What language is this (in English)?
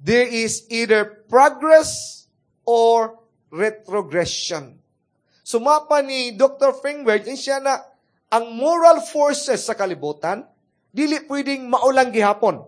Cebuano